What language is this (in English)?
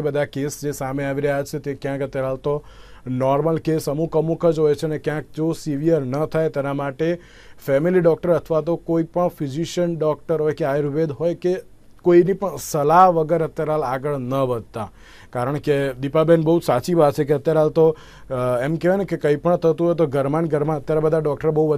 Gujarati